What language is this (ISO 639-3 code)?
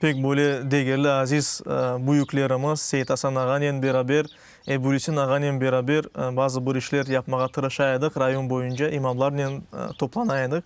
crh